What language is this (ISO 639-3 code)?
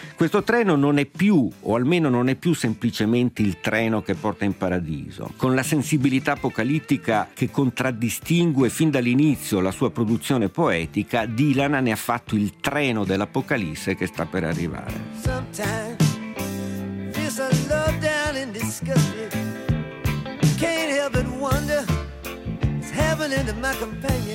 ita